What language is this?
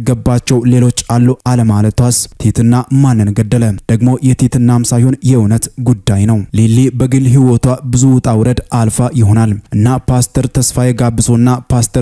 Amharic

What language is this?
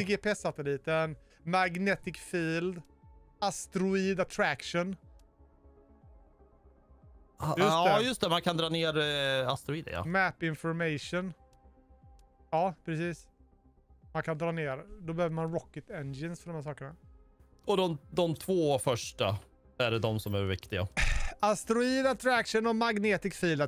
Swedish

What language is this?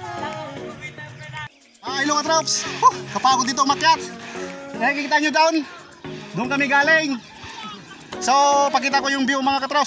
Filipino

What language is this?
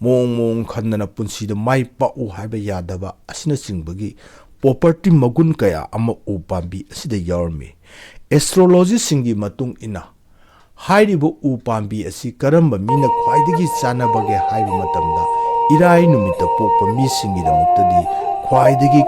Manipuri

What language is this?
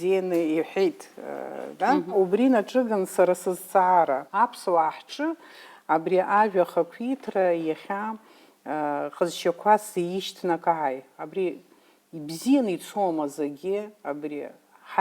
Abkhazian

